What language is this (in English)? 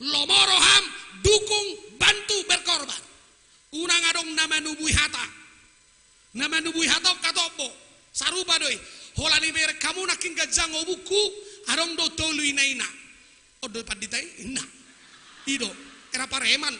Batak Toba